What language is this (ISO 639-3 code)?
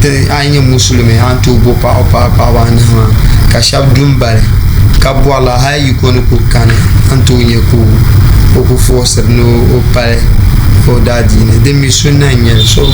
dag